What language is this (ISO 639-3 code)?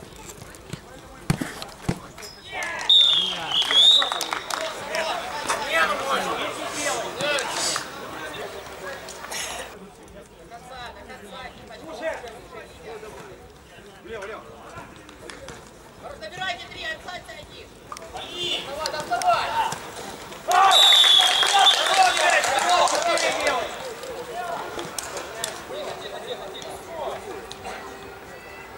rus